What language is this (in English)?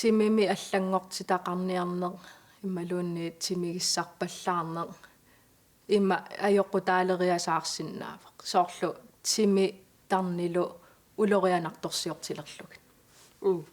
Kalaallisut